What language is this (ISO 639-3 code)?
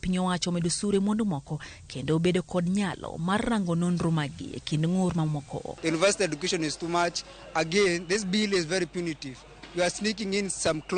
luo